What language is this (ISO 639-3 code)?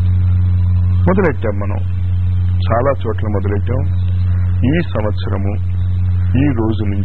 tel